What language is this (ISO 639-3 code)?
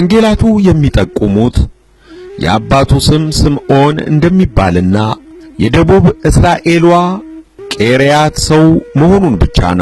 amh